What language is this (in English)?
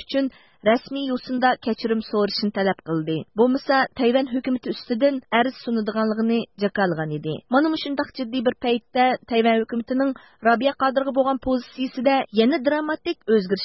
Uyghur